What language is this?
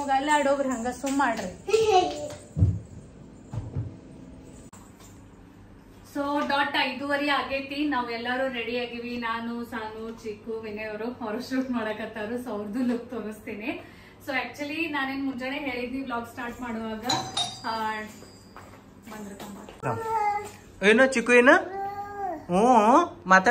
Kannada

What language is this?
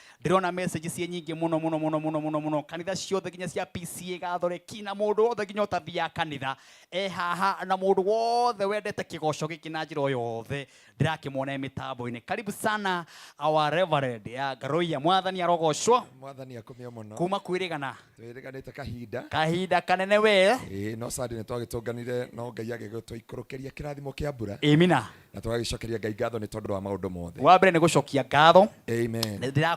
Kikuyu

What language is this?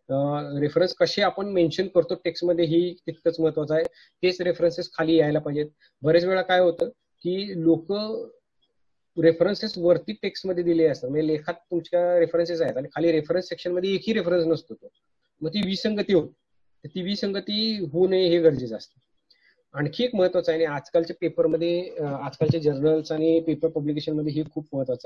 Marathi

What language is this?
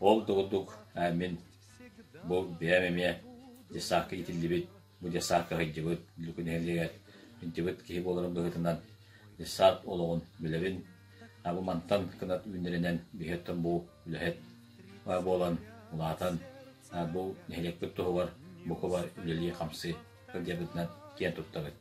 Yakut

